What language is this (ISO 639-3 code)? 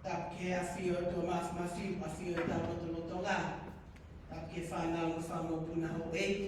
ton